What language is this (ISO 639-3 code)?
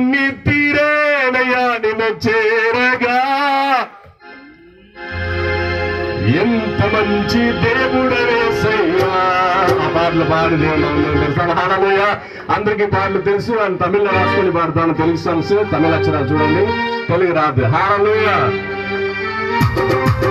tel